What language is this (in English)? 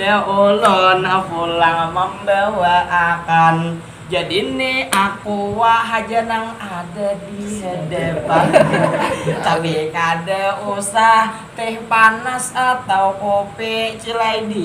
Banjar